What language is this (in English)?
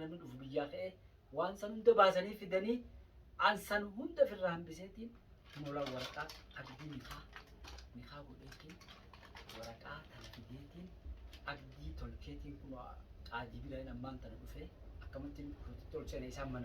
Oromo